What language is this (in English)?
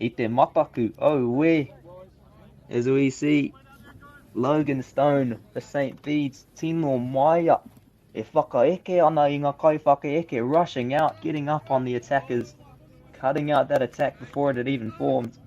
Māori